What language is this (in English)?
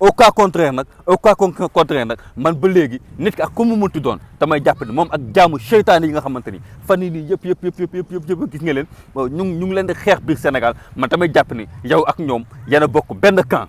Wolof